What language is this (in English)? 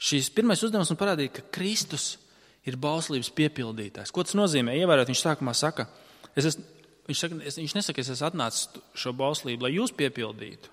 Latvian